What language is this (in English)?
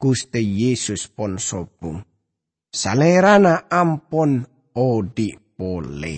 Madurese